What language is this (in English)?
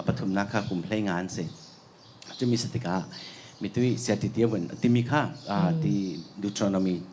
Falam Chin